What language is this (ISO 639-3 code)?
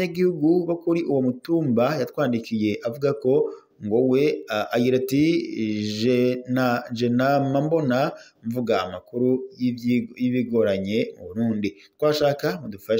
run